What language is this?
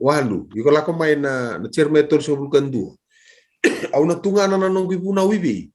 Fijian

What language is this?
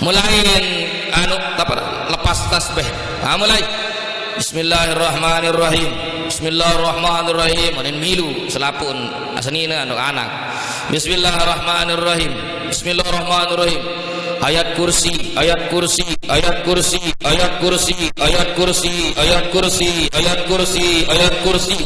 Sasak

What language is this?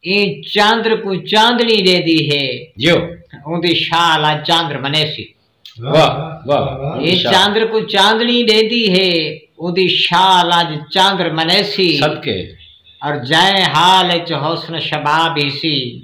Saraiki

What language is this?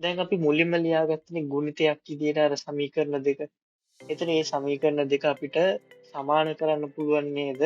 Sinhala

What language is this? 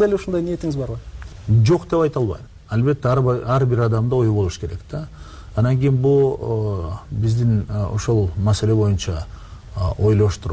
Kyrgyz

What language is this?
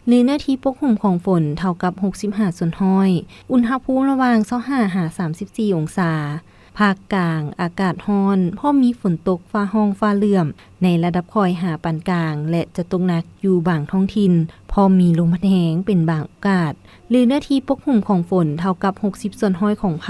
Lao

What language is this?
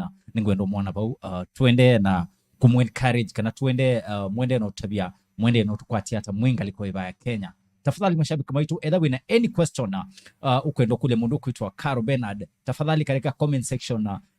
Kamba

